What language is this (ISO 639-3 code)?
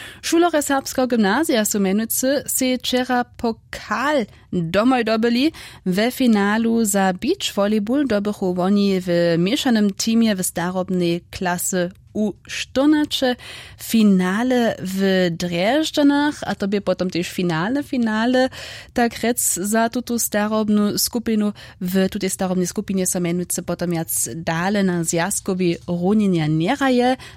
hsb